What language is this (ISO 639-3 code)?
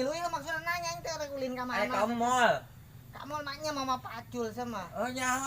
sun